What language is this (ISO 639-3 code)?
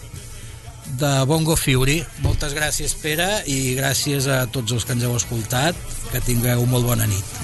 cat